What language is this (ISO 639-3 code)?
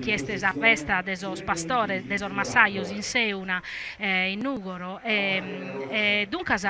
srd